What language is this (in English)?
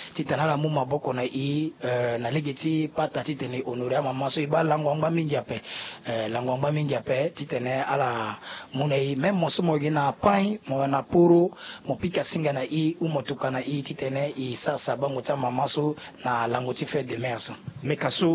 Sango